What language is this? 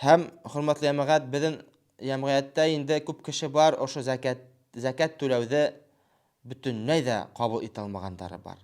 Bashkir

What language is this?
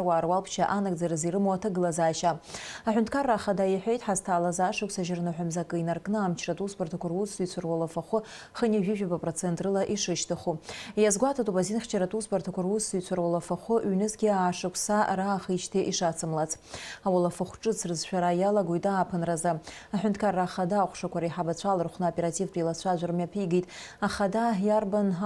Abkhazian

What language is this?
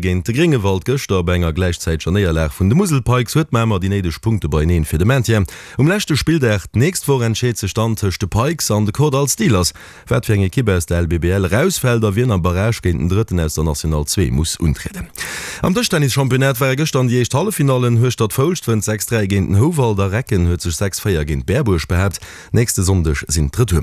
Luxembourgish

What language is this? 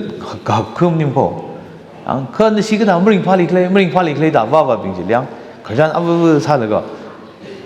Tangkhul Naga (India)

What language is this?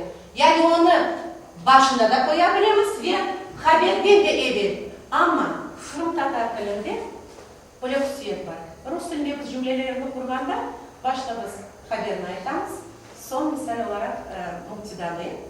Crimean Tatar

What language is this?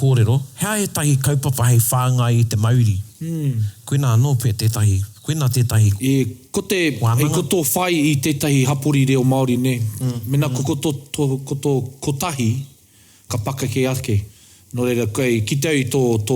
Māori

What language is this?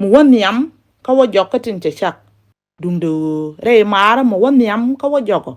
Nuer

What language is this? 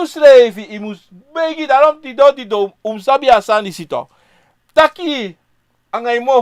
Sranan Tongo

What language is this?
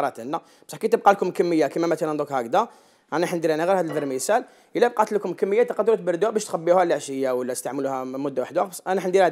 Algerian Arabic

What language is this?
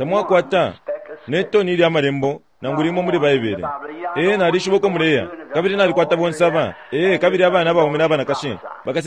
Bemba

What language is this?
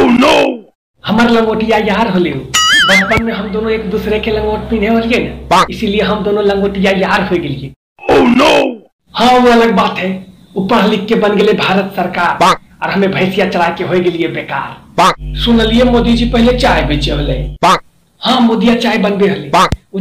Magahi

